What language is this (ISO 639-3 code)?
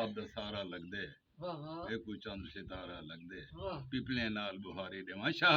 skr